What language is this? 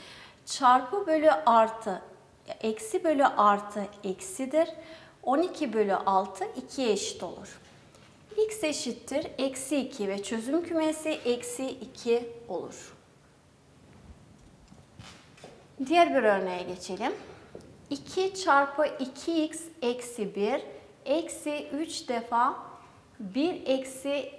Turkish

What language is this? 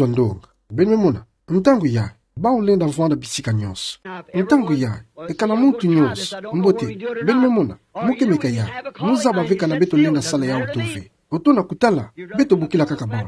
Kituba (Democratic Republic of Congo)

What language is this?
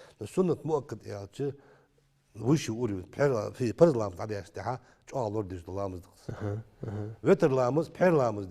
Ingush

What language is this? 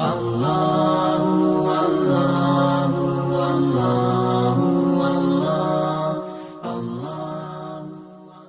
Musi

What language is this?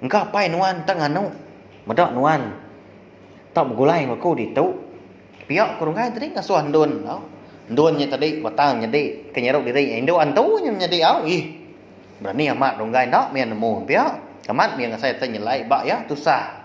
Iban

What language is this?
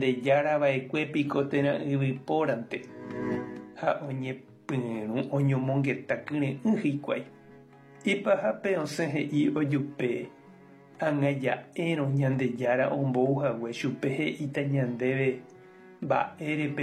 Guarani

